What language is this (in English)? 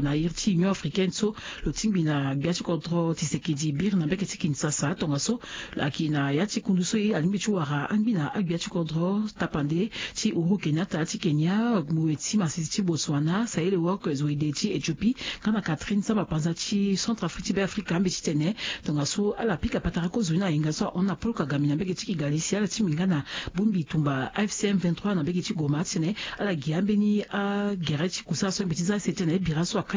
Sango